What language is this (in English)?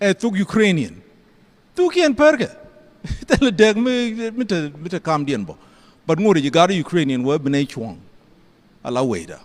Nuer